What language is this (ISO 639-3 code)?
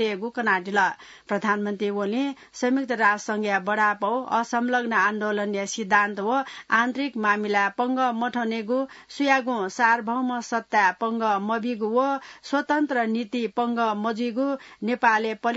new